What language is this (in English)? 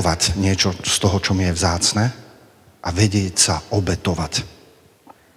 Slovak